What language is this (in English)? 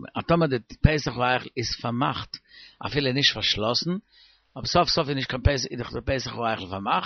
Yiddish